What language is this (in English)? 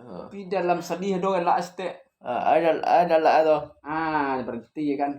Minangkabau